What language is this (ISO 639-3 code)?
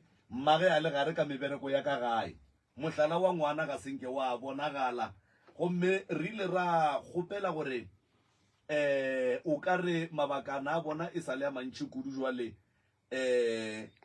nso